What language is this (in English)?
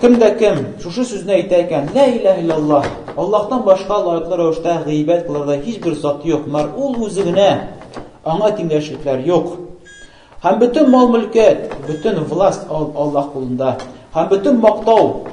Tatar